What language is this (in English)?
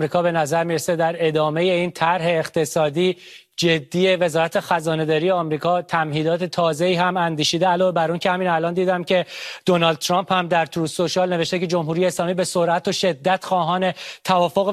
Persian